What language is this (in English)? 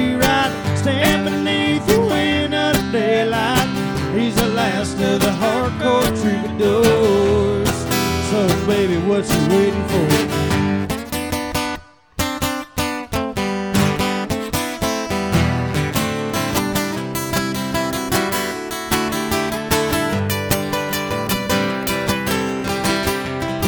English